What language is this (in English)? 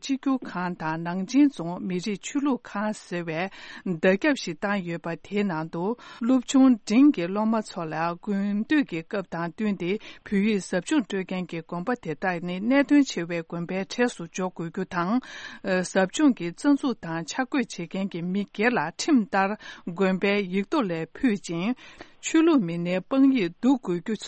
Tibetan